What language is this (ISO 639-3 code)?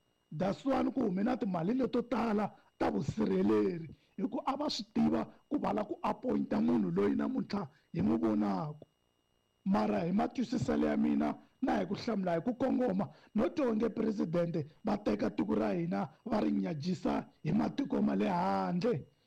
tso